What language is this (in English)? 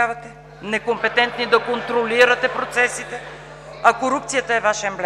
Bulgarian